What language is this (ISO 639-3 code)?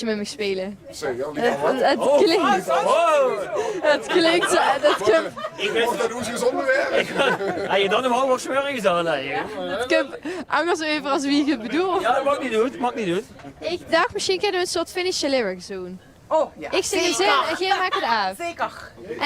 lim